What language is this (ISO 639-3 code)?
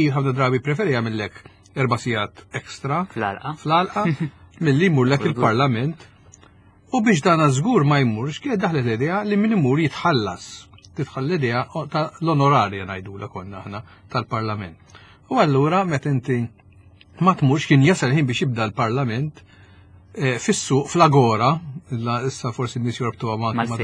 mlt